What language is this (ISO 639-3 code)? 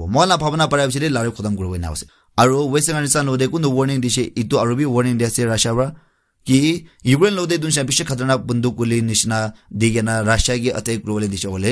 nag